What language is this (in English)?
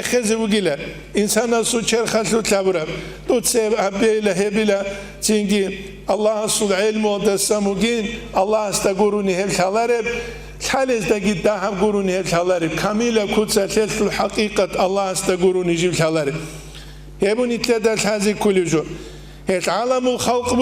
Avaric